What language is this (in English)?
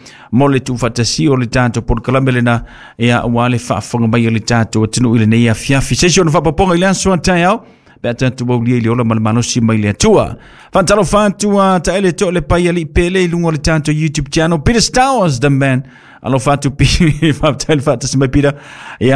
Samoan